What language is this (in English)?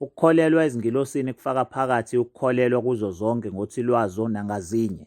Zulu